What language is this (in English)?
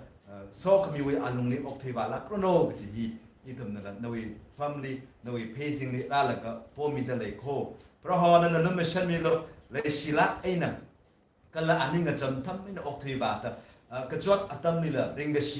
Tangkhul Naga (India)